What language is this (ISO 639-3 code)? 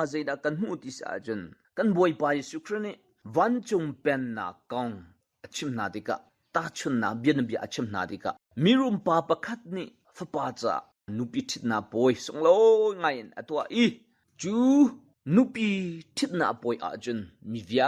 cnh